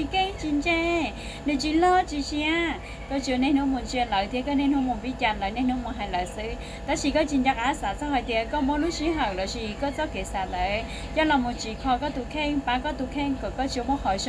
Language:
Hmong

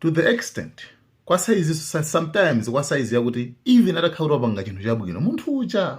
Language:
Nyanja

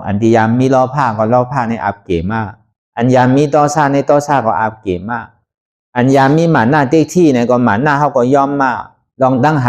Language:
Shan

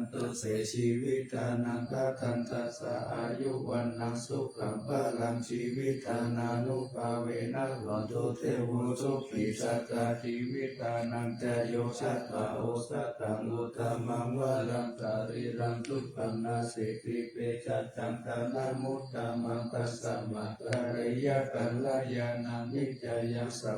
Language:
Pali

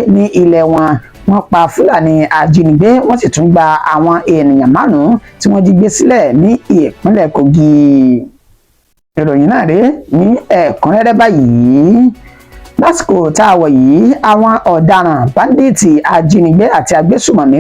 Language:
Yoruba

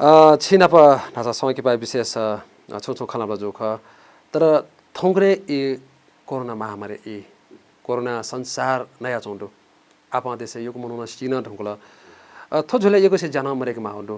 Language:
Newari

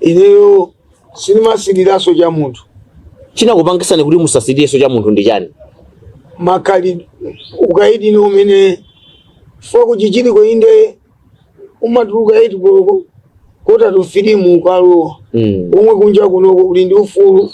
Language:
Nyanja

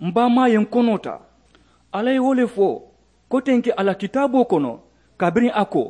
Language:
Mandingo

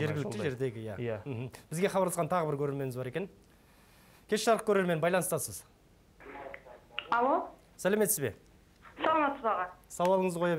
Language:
Kazakh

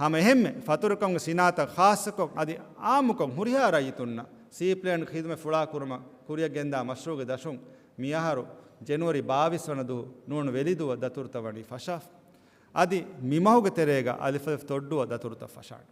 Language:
Divehi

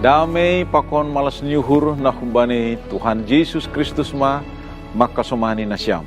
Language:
Batak Simalungun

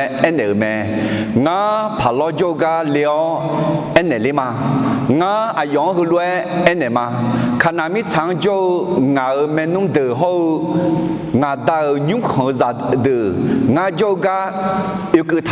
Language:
Akha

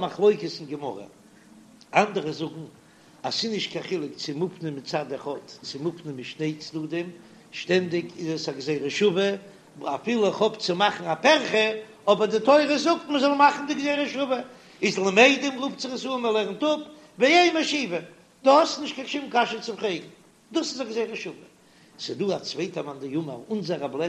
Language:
Yiddish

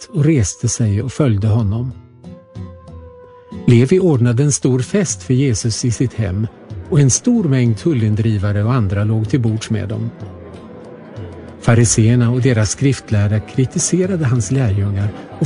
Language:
Swedish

